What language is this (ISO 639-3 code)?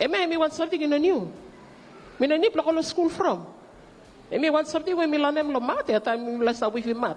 bis